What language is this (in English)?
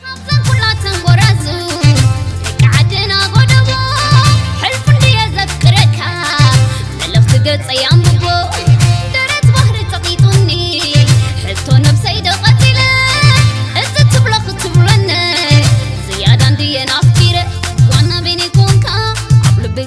Tigrinya